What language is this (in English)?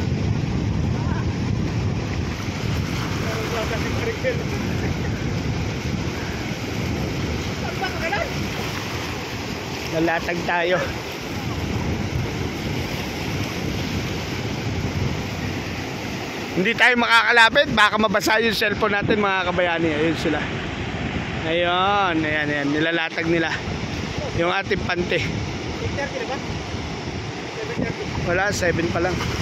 Filipino